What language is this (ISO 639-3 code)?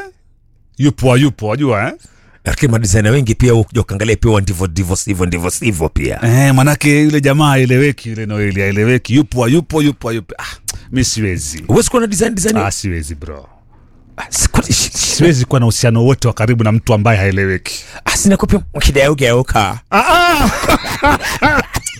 swa